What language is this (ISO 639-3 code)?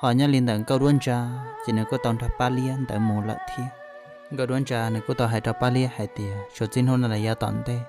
hmn